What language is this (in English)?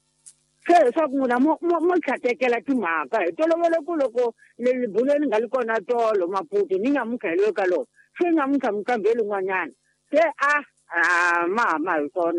Tsonga